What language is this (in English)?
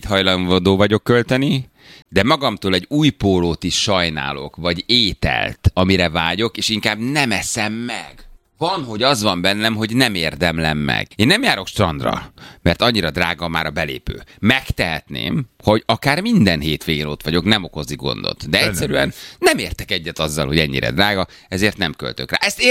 Hungarian